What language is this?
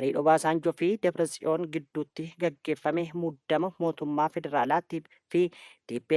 Oromo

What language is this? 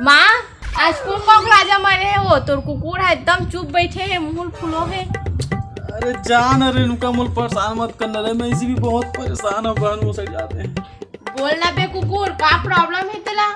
Chhattisgarhi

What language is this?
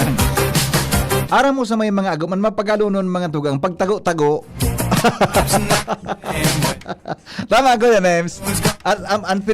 Bikol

